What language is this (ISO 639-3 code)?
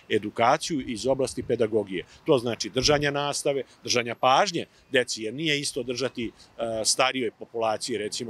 srp